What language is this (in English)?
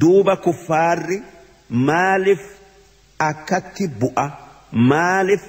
Oromo